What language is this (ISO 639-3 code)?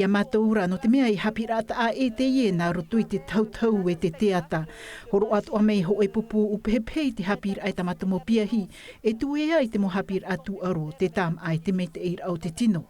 tah